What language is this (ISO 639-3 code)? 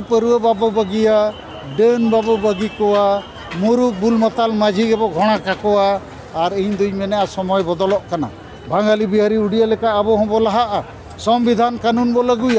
sat